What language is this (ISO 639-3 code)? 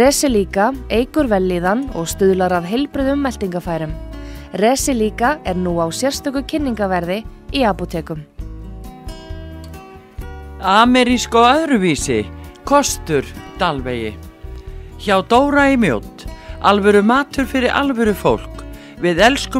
isl